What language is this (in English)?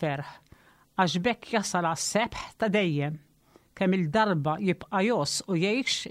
Maltese